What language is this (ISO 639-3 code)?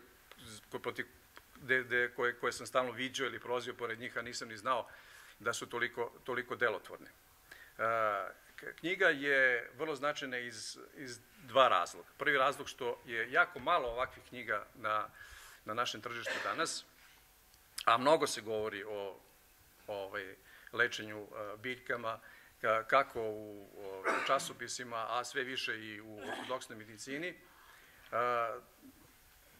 srp